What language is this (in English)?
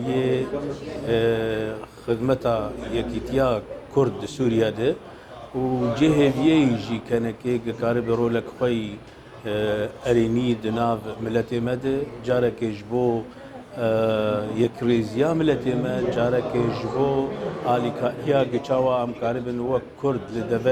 Kurdish